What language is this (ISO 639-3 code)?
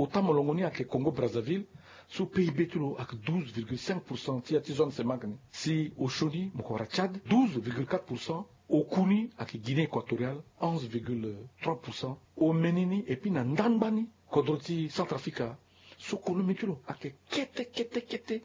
sag